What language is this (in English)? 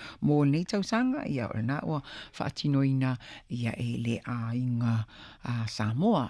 Samoan